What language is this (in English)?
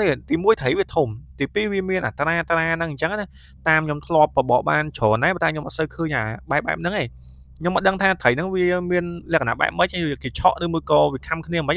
Khmer